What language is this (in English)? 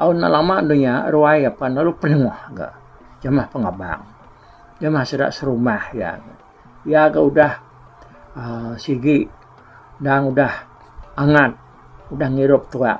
Iban